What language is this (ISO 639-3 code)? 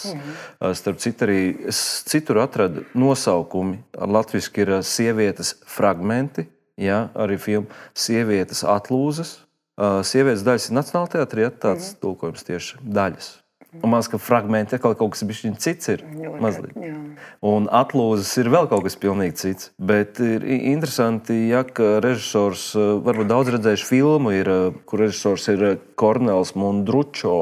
lav